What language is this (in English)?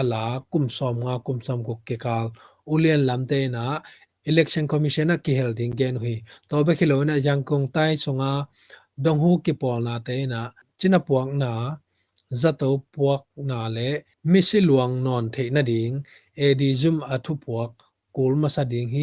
Tedim Chin